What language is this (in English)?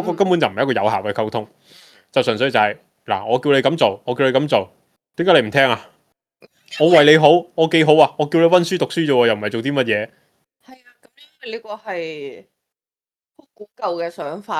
Cantonese